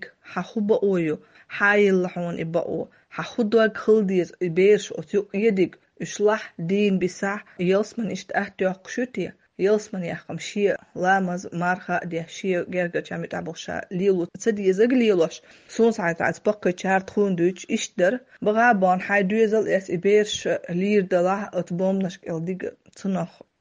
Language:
Chechen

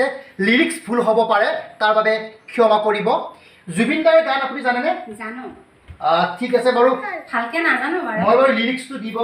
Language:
Assamese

